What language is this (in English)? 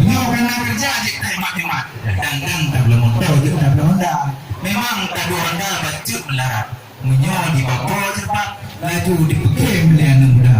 Achinese